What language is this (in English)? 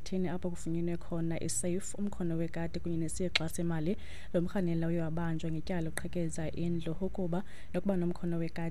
Xhosa